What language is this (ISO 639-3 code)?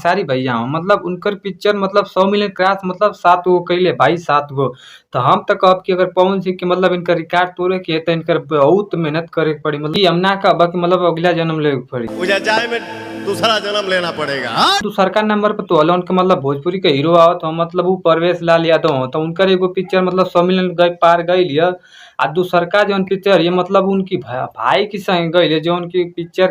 bho